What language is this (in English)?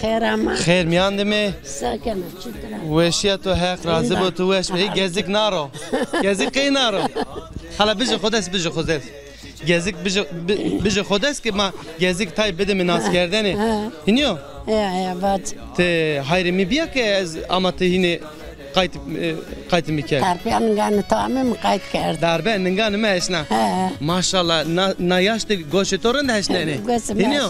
Zaza